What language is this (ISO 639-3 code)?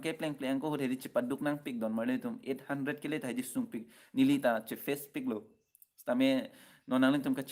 mjw